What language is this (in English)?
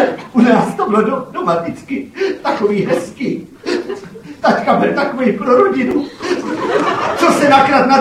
Czech